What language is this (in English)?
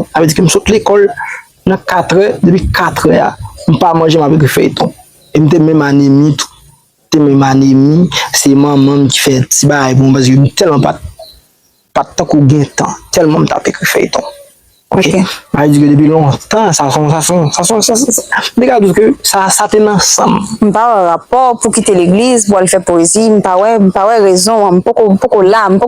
Haitian Creole